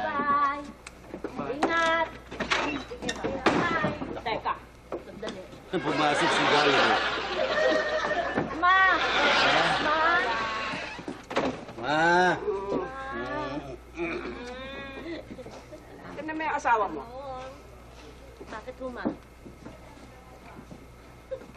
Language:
Filipino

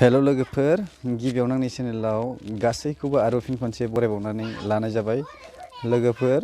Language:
Bodo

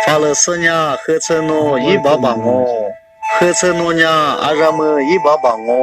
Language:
Lisu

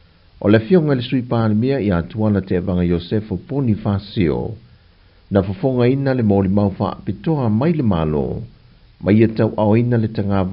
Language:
Samoan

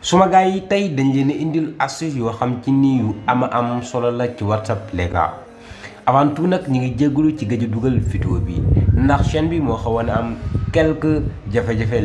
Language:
Wolof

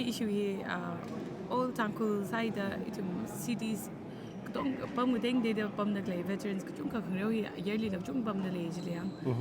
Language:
Tangkhul Naga (India)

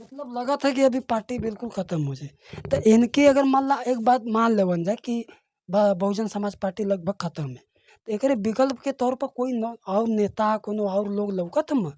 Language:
Bhojpuri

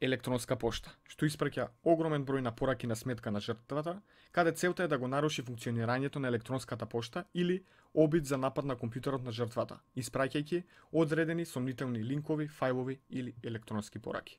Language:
Macedonian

